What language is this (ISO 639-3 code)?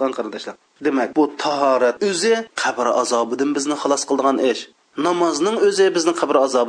uig